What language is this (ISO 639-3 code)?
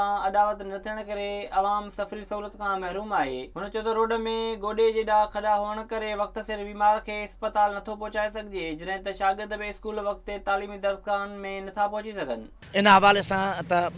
snd